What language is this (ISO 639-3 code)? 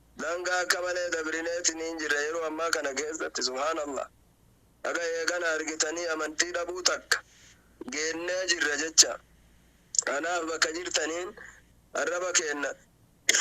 orm